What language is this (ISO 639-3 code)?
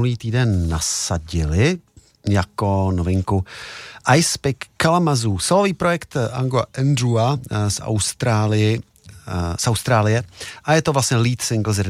ces